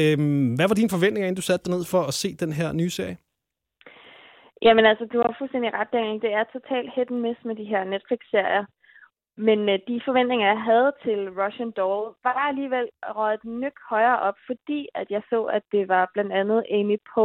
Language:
Danish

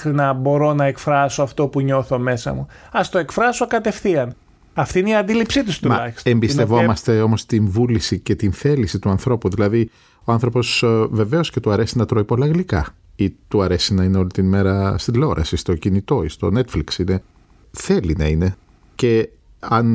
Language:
Greek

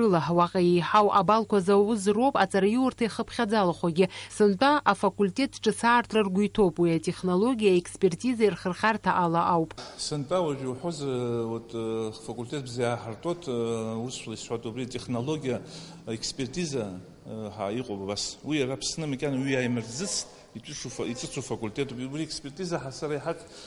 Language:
Abkhazian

